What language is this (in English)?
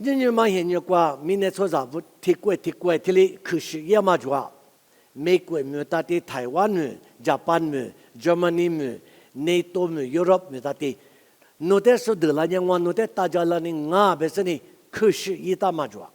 Lisu